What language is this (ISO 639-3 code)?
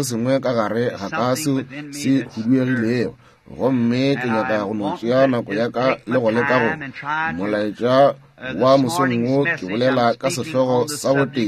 nso